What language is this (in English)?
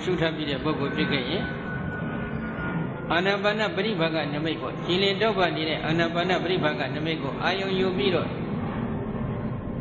Burmese